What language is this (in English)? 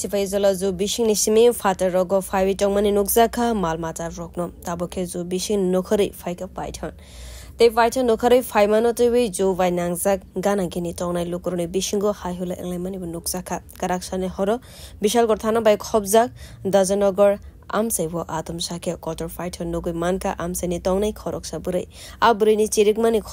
Kok Borok